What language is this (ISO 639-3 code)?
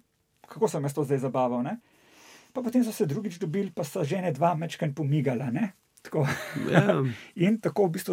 slv